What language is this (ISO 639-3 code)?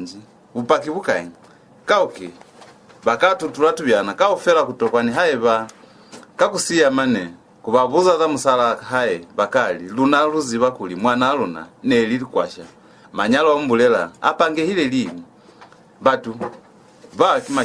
loz